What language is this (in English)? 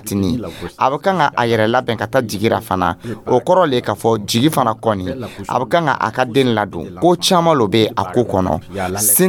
Dyula